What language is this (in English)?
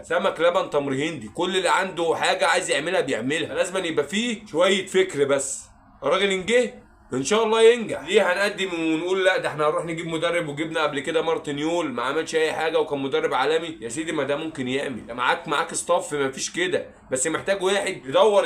Egyptian Arabic